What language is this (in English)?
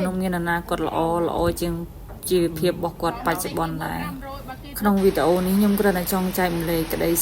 Khmer